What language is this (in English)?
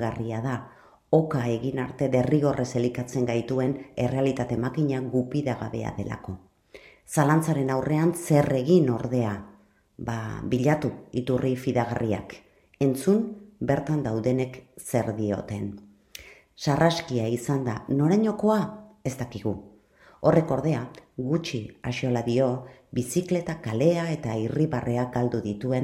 Basque